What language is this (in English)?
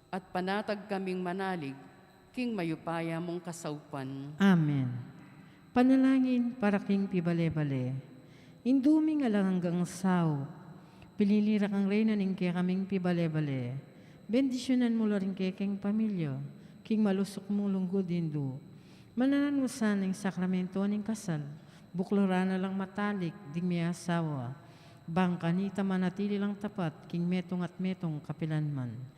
Pampanga